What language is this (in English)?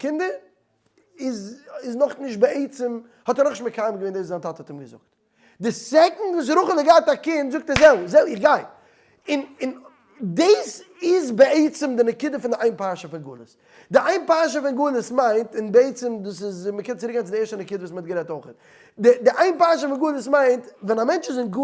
Yiddish